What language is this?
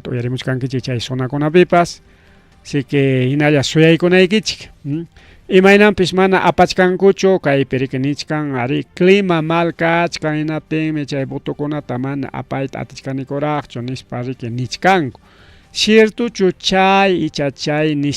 Ayacucho Quechua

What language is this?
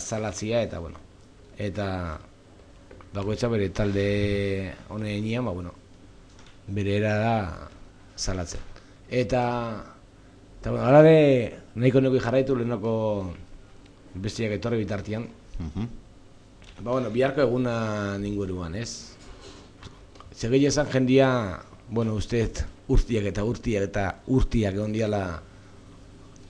Basque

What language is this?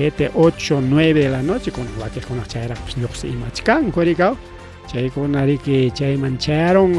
Ayacucho Quechua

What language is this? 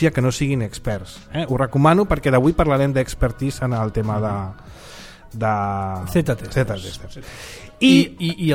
Catalan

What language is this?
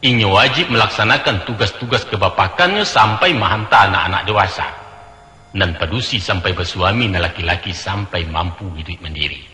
Minangkabau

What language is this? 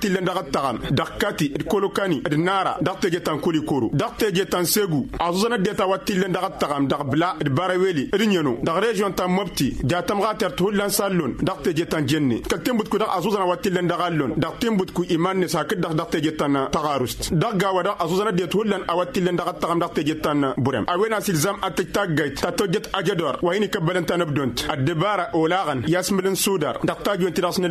Tamasheq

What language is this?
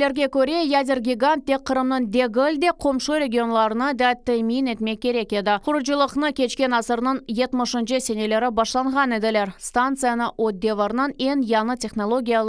Crimean Tatar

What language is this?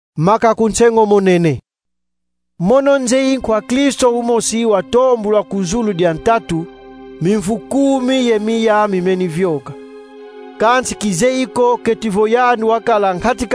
Kongo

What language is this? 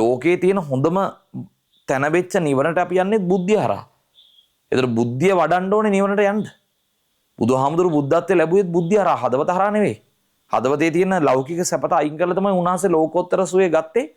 Sinhala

